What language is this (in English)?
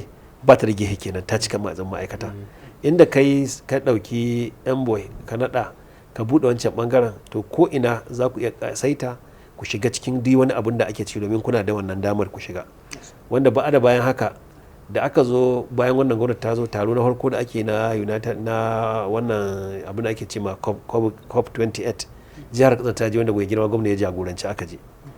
Hausa